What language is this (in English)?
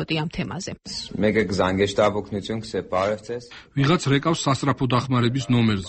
Georgian